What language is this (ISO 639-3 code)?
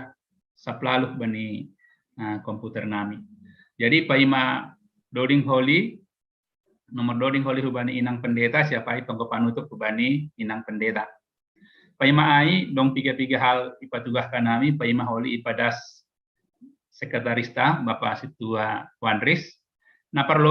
bts